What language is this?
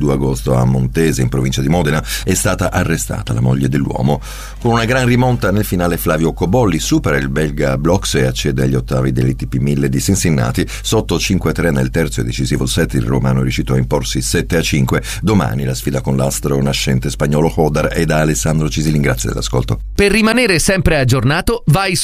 Italian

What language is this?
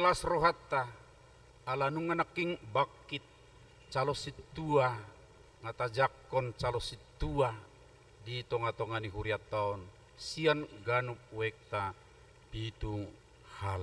Batak Toba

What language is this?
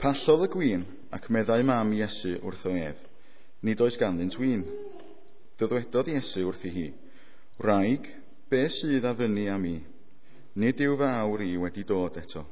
Welsh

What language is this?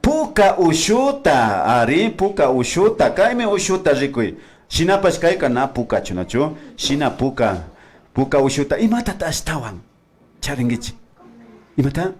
Imbabura Highland Quichua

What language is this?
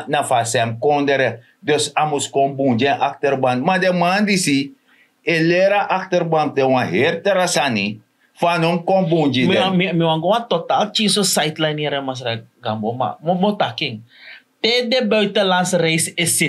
Sranan Tongo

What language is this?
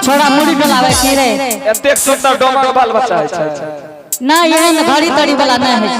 Angika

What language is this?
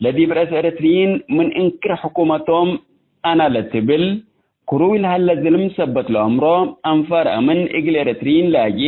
Tigre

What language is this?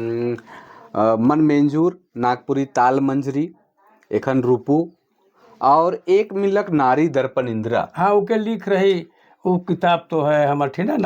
Sadri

